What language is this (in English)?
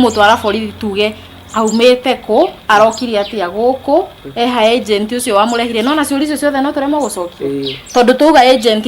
Kikuyu